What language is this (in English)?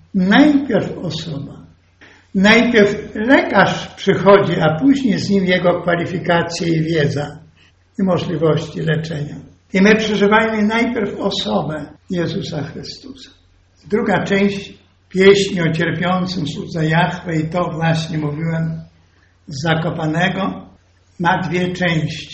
Polish